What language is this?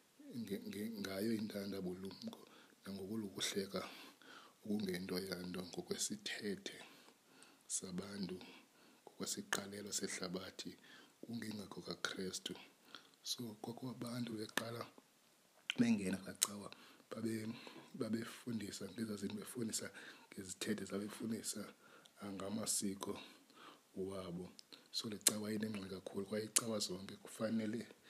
Xhosa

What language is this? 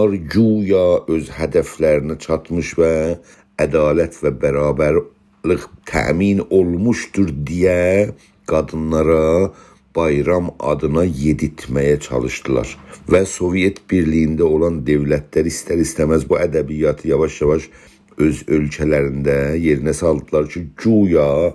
South Azerbaijani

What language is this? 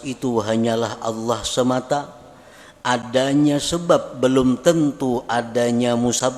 Banjar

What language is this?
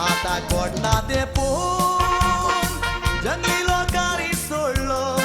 Konkani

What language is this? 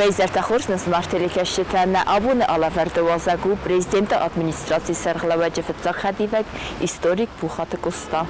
Ossetic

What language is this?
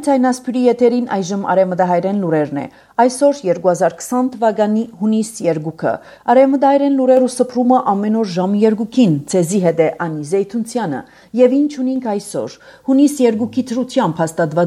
Armenian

